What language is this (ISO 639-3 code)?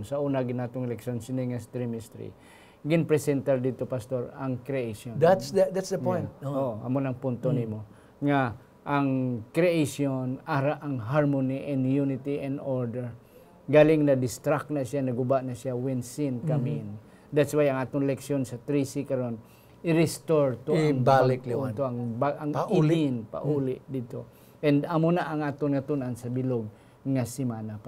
hil